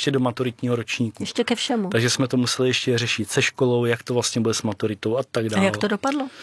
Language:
Czech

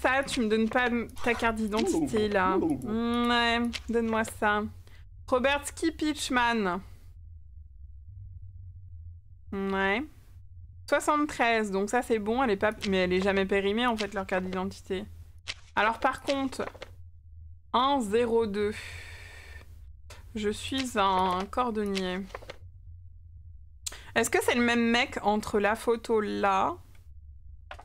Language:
French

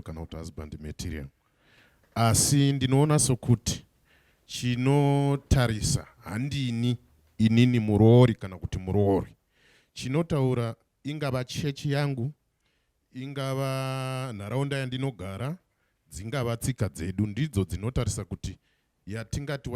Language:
Shona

